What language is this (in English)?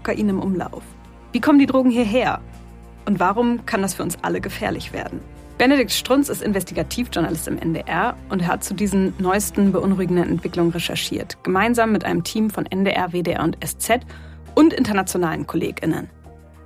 German